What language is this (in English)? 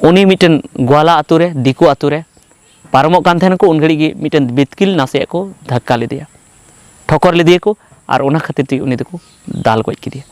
Santali